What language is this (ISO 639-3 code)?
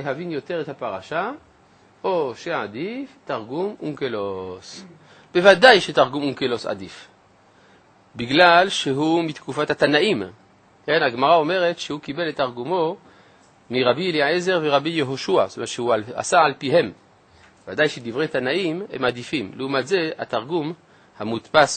heb